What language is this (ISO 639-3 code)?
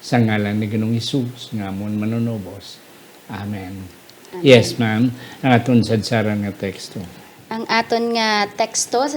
hil